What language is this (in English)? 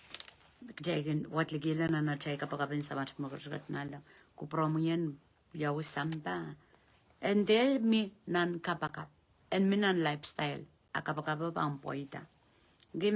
Pohnpeian